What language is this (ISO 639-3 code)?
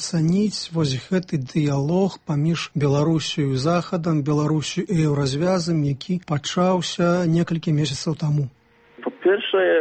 bel